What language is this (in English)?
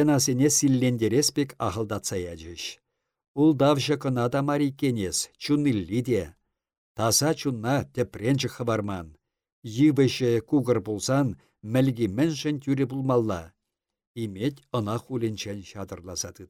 Chuvash